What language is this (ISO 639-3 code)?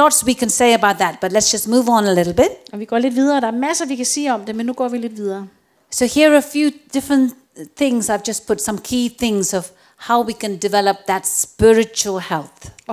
dan